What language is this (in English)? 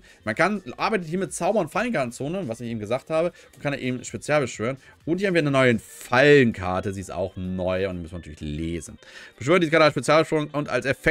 German